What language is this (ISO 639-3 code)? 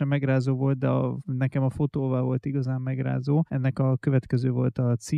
hun